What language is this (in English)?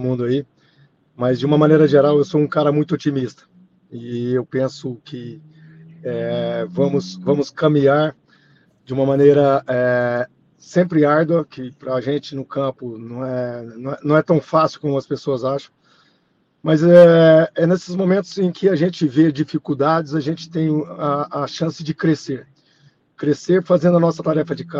Portuguese